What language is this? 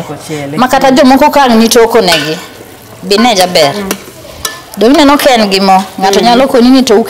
Luo (Kenya and Tanzania)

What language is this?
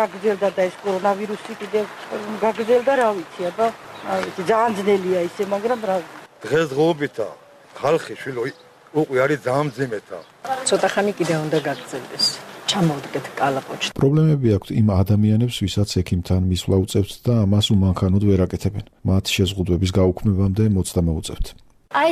Georgian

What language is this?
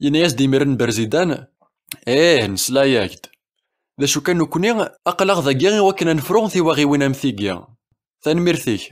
Kabyle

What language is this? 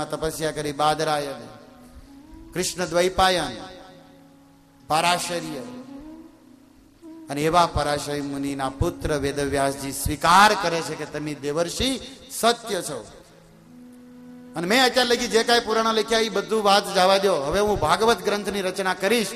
Gujarati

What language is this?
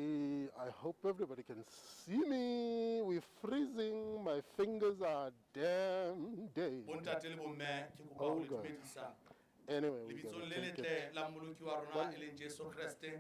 Southern Sotho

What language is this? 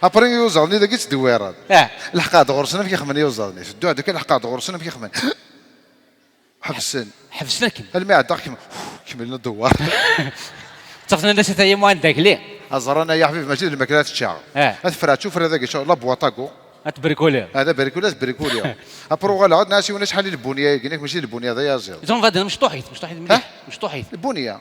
Kabyle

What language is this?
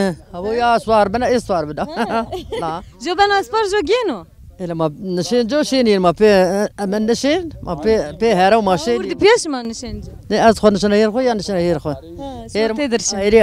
Zaza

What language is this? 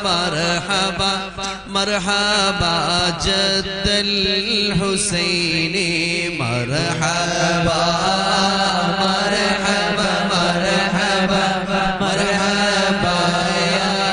Malayalam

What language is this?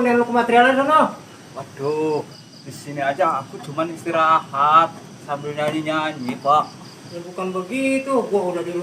Betawi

